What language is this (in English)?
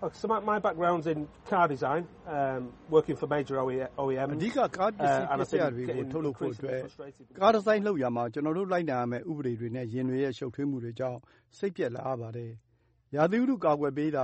Burmese